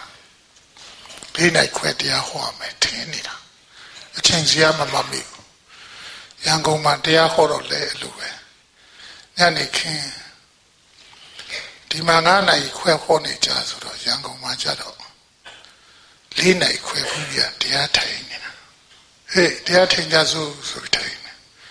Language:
Burmese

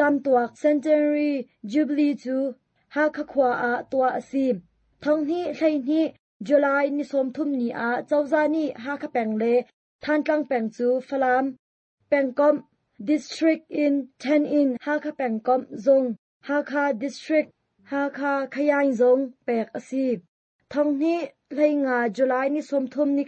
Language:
Hakha Chin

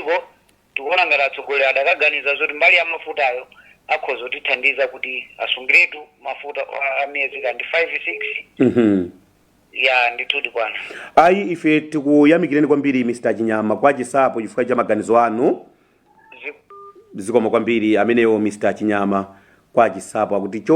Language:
Nyanja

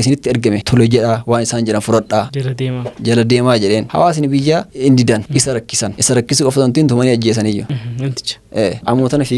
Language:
Oromo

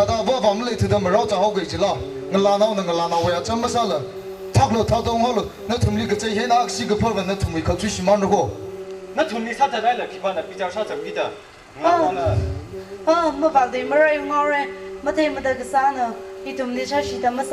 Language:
Tangkhul Naga (India)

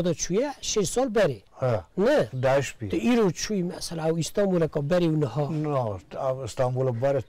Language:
Kurdish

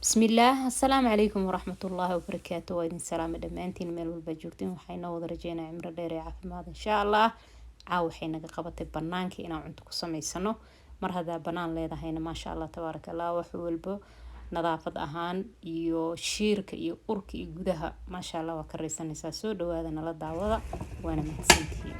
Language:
Somali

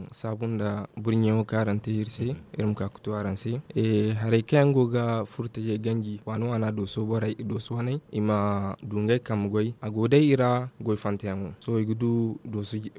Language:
Zarma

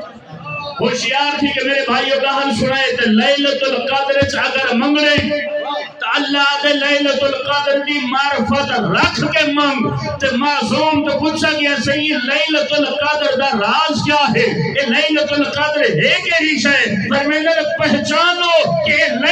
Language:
Saraiki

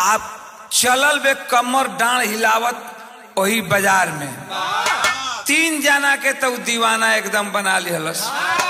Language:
Bhojpuri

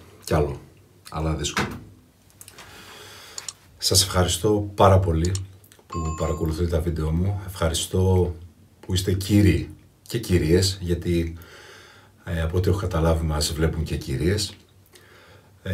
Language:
Greek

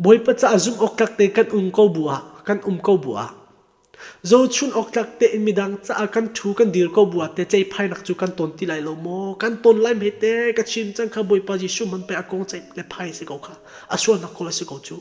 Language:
Hakha Chin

